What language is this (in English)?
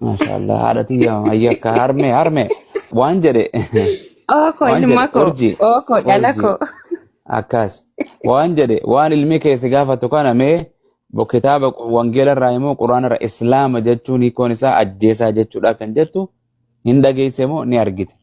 Oromo